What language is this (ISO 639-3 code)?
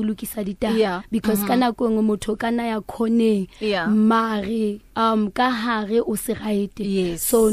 sot